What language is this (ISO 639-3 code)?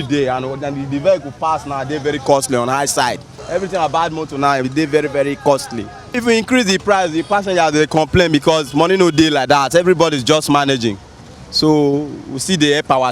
pcm